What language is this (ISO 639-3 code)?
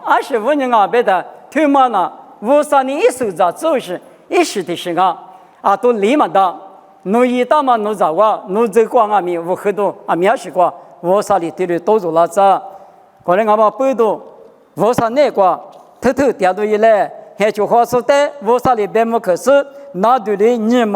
lis